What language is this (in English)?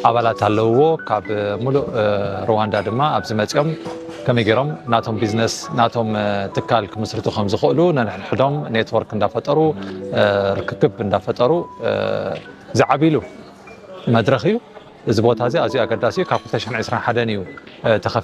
Tigrinya